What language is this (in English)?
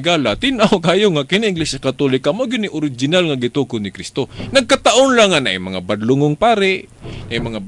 Cebuano